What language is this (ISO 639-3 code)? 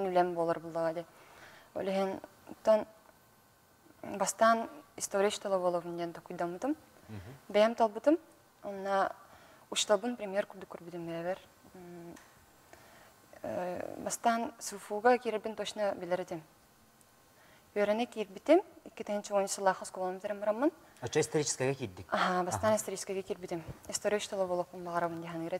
sah